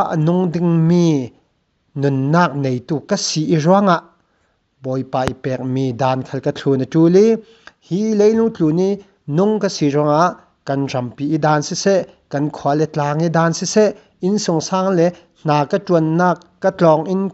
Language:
Falam Chin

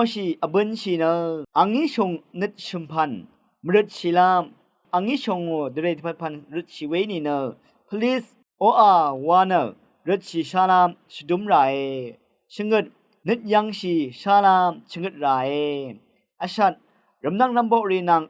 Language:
Rawang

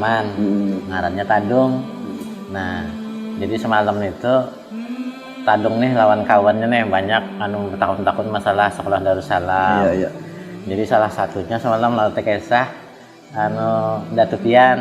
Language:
Banjar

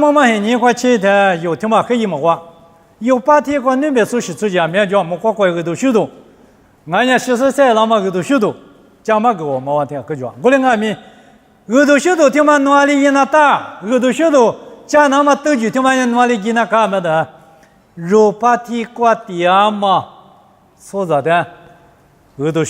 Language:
Lisu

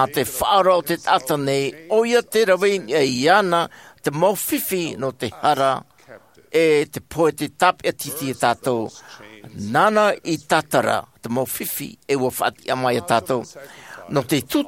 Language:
Tahitian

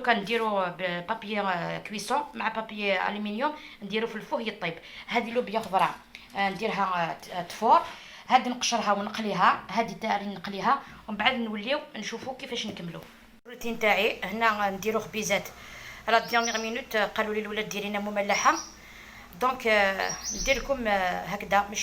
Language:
Algerian Arabic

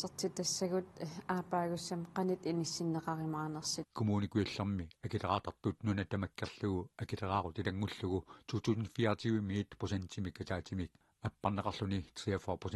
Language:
Kalaallisut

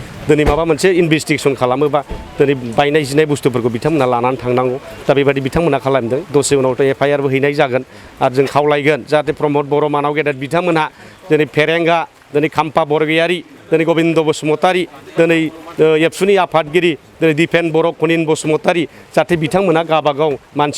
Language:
Bodo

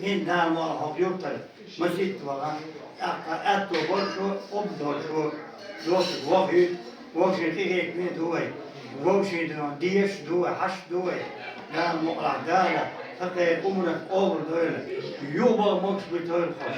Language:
Chechen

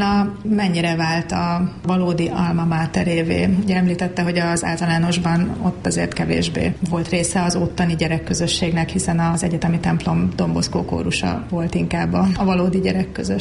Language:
Hungarian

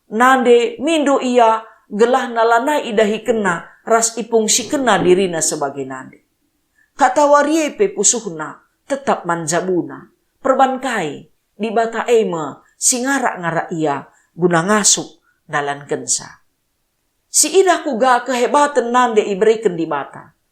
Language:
Batak Karo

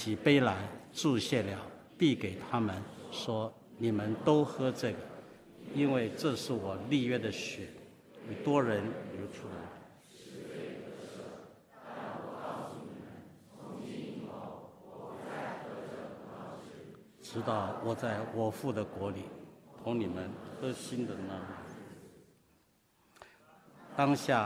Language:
Chinese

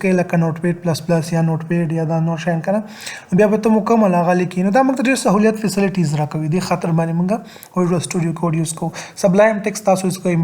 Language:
Pashto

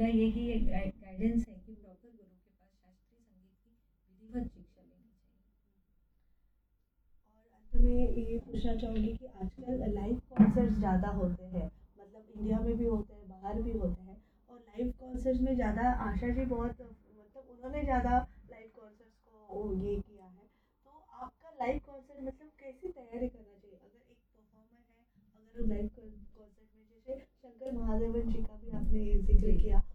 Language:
Hindi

